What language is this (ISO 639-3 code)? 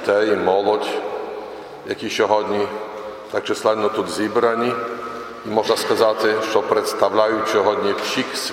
ukr